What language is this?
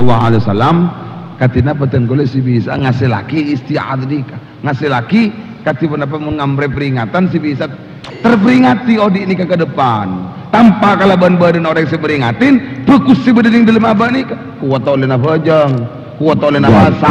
Madurese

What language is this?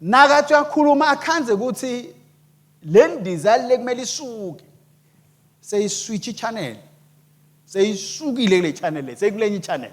Swati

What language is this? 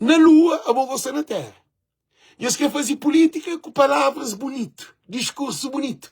Kabuverdianu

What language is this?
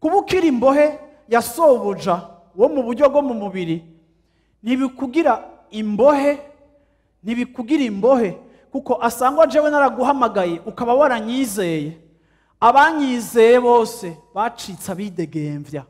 Rundi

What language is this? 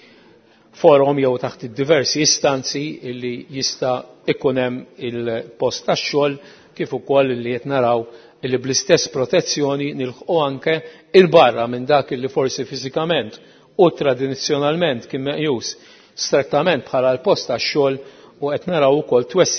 Maltese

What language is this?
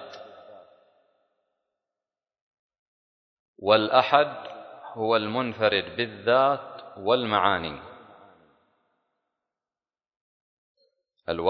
Arabic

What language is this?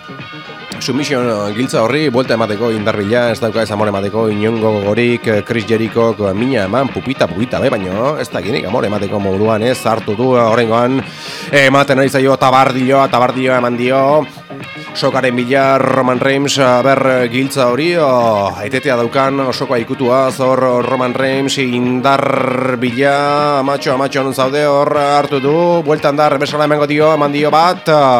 Basque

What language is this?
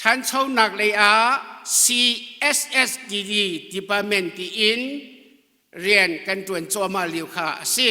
Hakha Chin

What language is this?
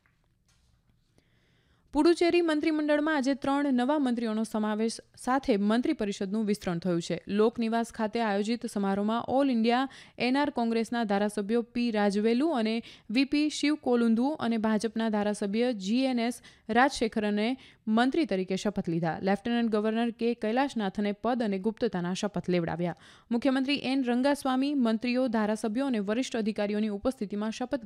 Gujarati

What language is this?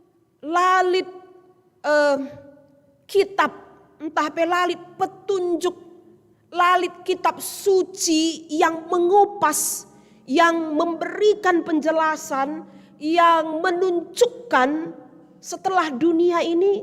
Batak Karo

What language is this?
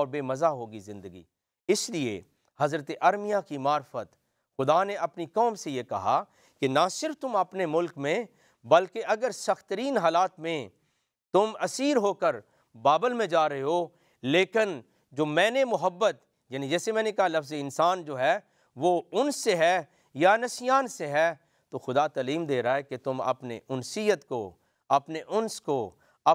Urdu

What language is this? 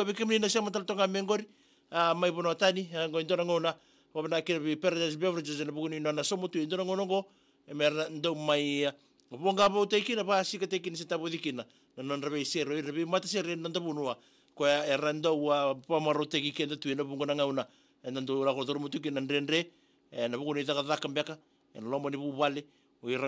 Fijian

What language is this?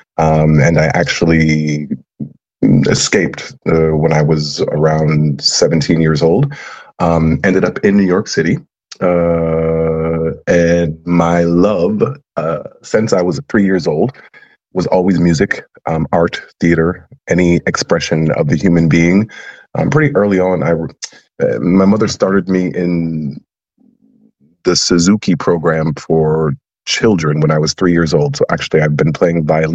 English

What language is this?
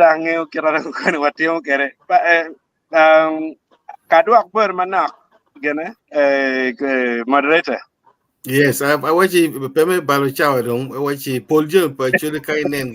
Acoli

